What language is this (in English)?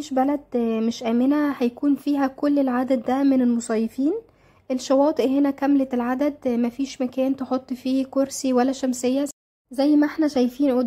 Egyptian Arabic